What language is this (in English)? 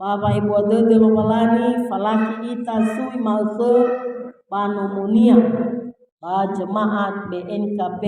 Nias